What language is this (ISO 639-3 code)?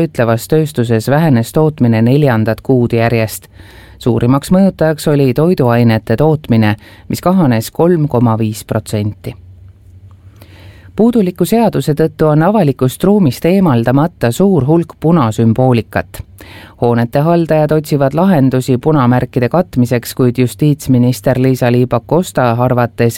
est